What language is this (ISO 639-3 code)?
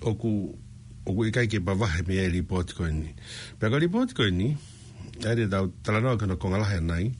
ton